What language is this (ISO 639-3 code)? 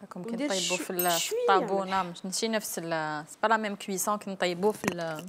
arq